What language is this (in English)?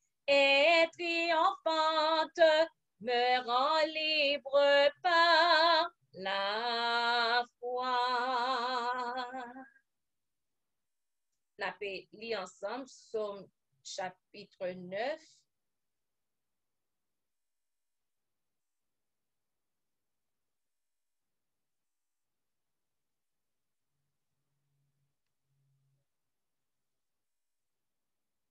French